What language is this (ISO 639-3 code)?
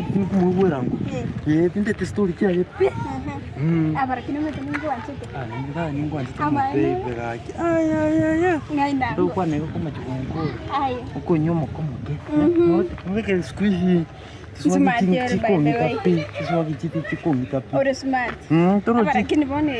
guz